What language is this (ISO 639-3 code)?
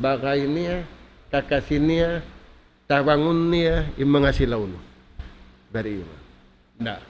tsg